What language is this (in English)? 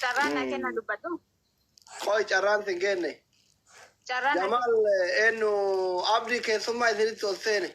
Oromo